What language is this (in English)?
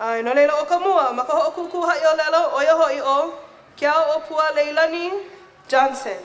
Hawaiian